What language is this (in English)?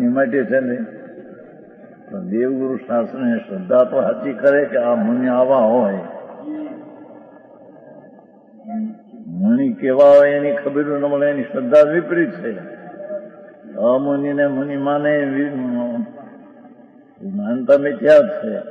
Gujarati